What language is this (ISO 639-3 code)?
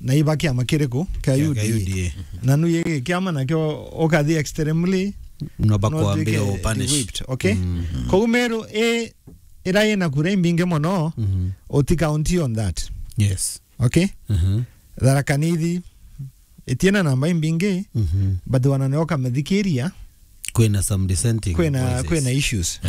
mer